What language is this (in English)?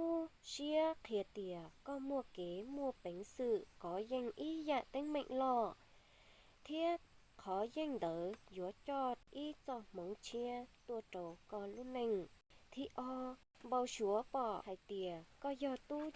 Hmong